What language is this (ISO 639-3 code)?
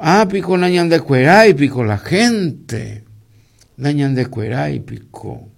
grn